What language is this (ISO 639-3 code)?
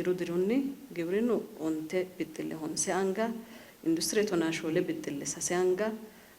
sid